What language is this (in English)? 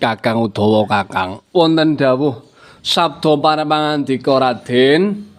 Javanese